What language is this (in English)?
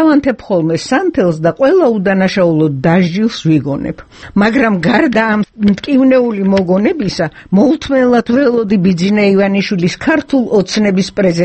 Georgian